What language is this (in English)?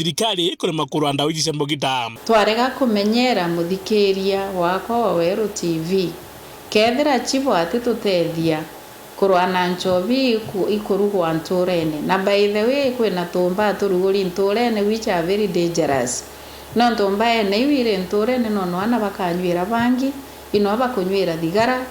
Meru